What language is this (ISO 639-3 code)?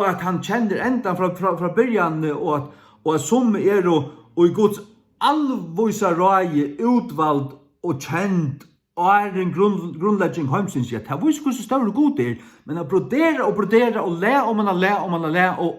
fao